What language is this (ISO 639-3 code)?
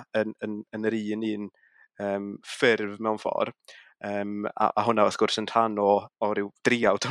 cym